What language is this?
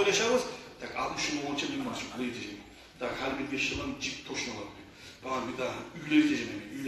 Kumyk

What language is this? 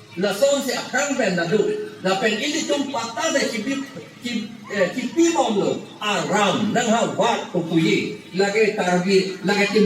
Karbi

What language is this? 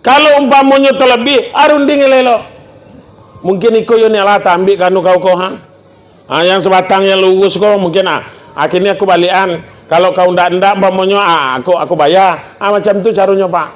Minangkabau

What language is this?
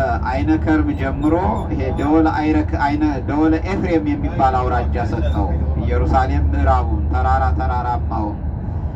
Amharic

